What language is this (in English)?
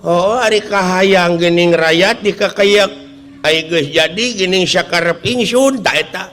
Sundanese